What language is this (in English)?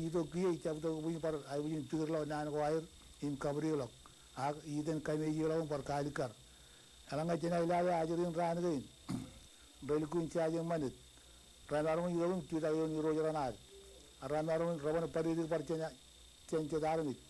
Marshallese